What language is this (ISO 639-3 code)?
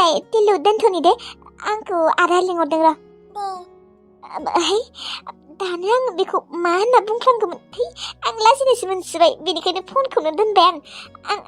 brx